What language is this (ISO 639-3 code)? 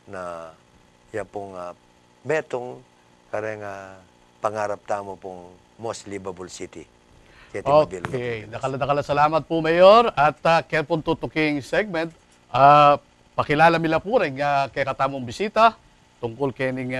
pam